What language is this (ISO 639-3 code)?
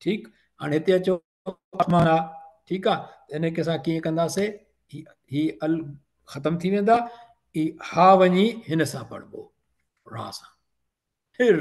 snd